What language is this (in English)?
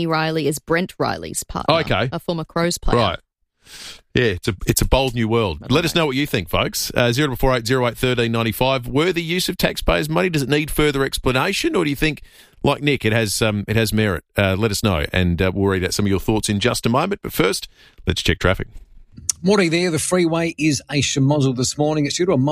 English